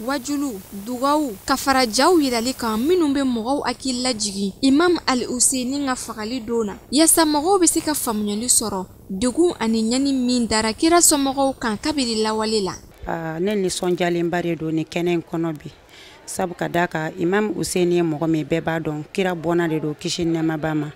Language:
Bambara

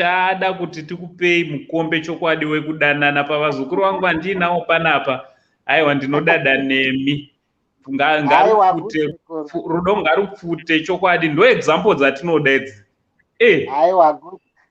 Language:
Shona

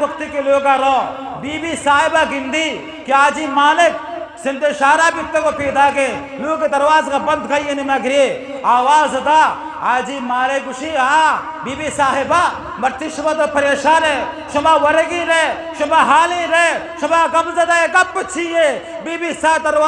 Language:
Eastern Balochi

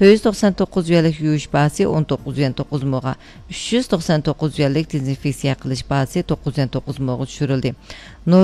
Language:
Uyghur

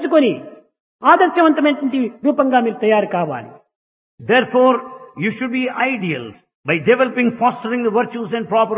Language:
Telugu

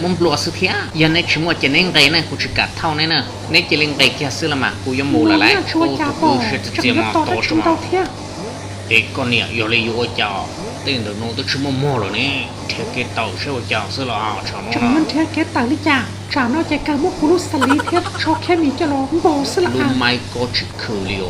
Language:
Hmong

